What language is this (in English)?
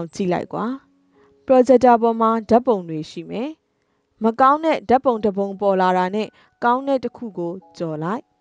Burmese